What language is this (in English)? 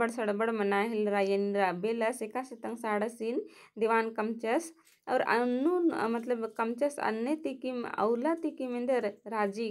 Kurukh